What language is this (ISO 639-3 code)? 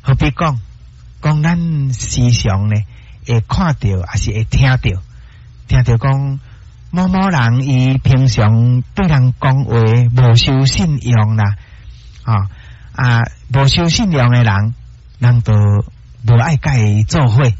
nan